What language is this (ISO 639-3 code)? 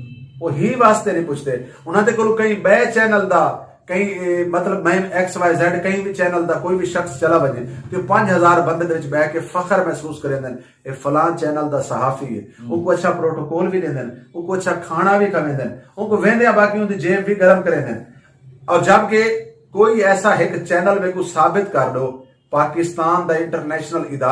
skr